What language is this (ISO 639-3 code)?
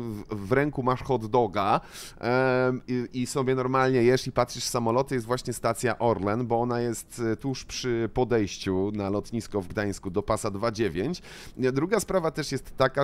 pol